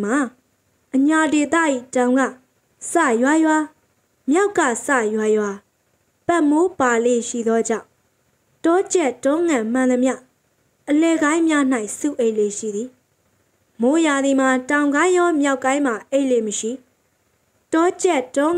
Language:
Burmese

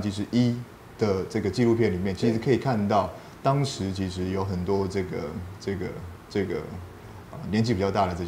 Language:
Chinese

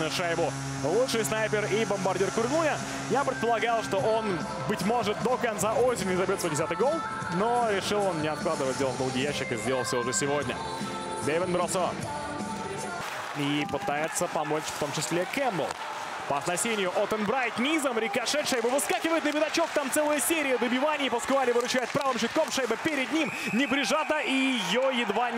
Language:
Russian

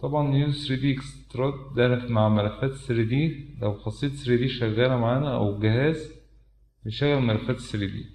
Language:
Egyptian Arabic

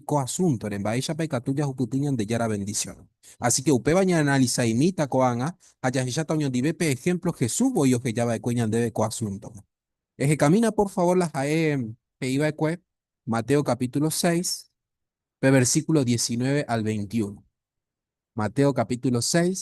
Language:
Guarani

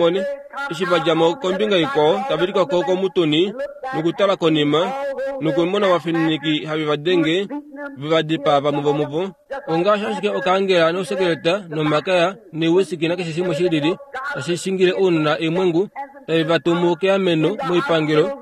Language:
Kuanyama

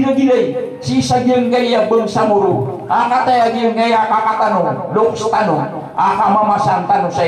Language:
Maranao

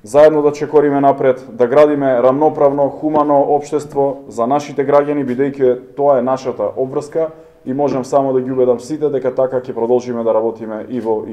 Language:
Macedonian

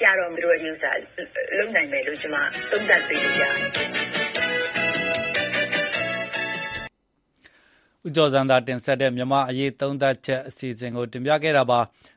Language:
Burmese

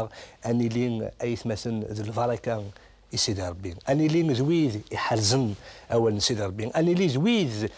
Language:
Kabyle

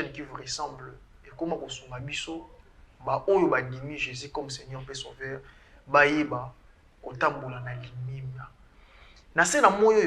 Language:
Lingala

